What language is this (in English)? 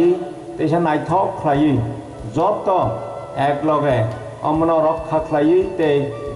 Kok Borok